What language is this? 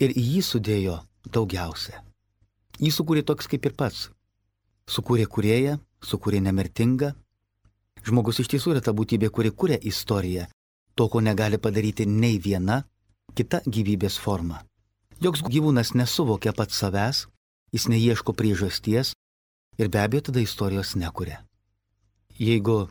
Lithuanian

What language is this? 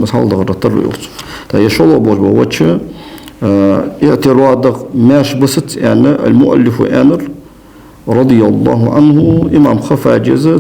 Ingush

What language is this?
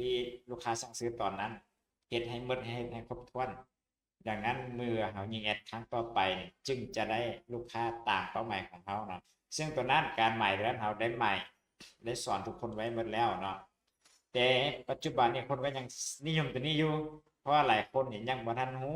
Lao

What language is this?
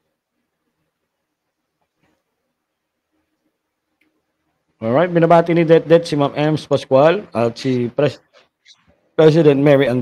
Filipino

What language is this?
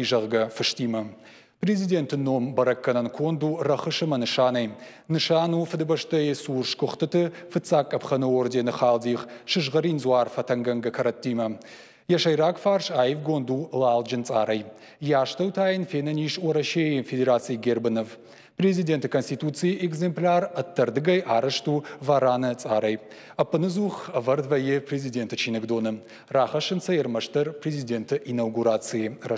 Ossetic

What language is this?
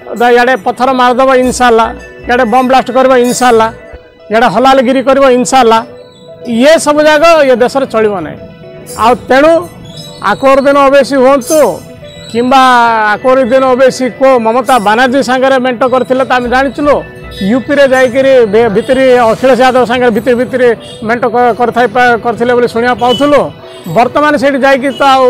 Odia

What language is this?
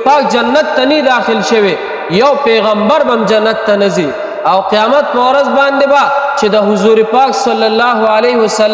Pashto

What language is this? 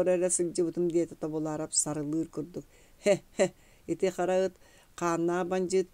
Yakut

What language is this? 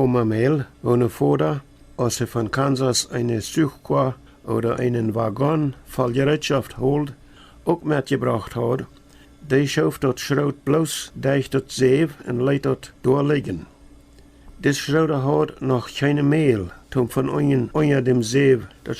Plautdietsch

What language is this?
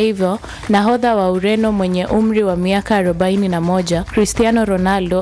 Swahili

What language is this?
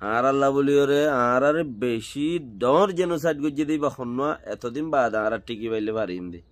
Rohingya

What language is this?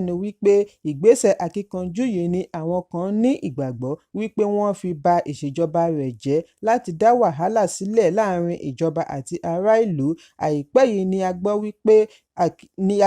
Yoruba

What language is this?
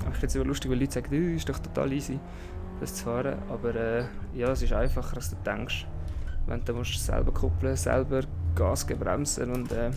Swiss German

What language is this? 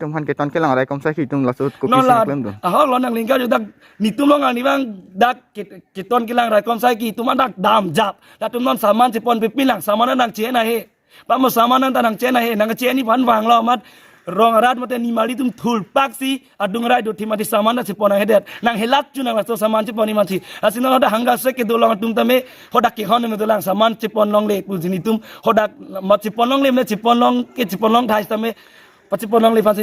Karbi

